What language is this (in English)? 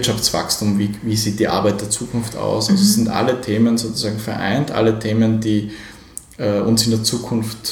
German